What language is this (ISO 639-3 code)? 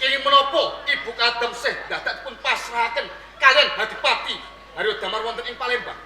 jav